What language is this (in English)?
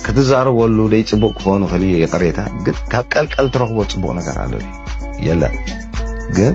Tigrinya